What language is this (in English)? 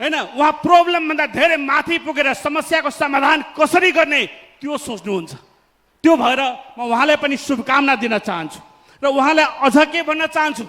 Nepali